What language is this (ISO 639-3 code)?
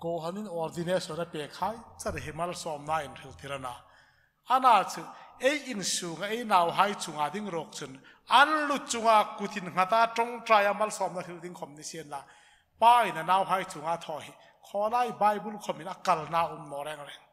hmr